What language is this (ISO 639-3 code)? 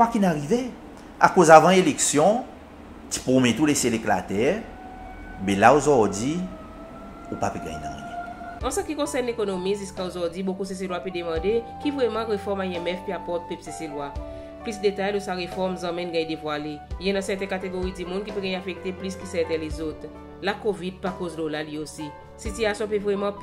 crs